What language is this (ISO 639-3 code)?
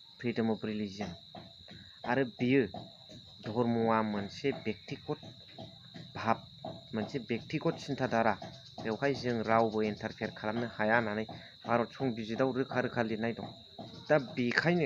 brx